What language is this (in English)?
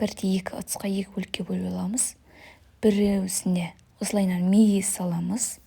Kazakh